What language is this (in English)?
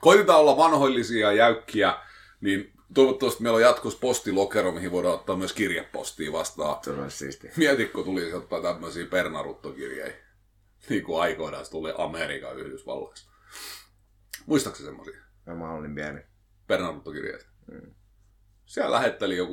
Finnish